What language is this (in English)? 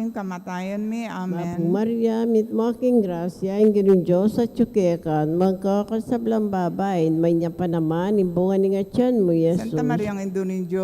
Pampanga